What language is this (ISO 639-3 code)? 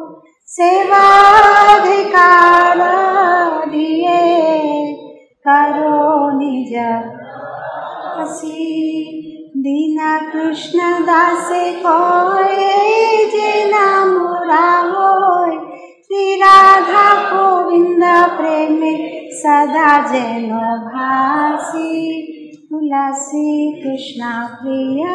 tel